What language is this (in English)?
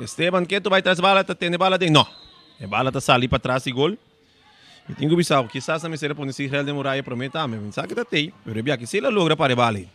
Papiamento